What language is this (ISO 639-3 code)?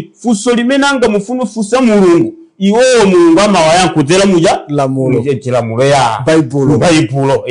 nya